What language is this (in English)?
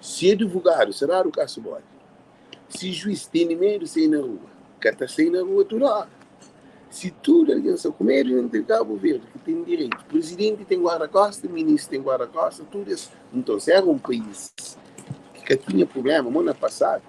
Kabuverdianu